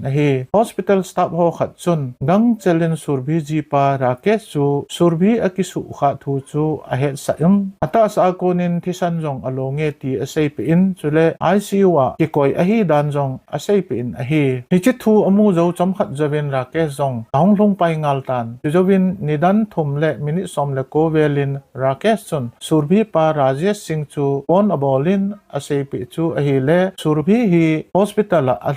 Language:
Thado Chin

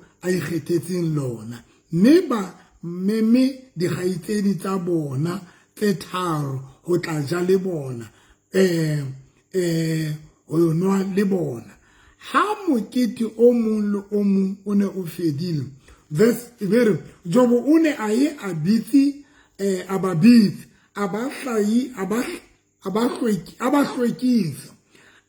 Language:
Southern Sotho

